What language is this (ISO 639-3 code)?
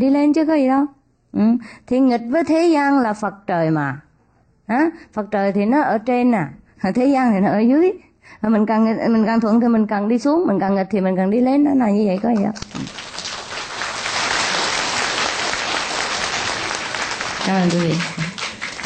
vie